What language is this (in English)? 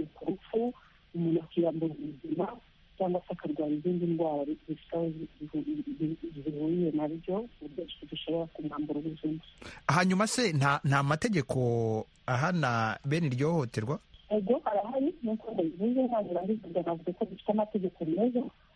Kinyarwanda